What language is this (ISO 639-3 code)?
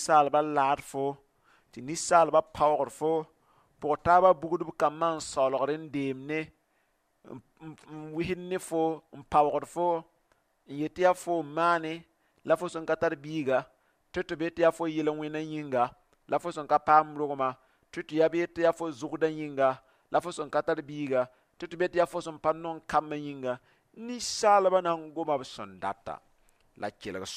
mos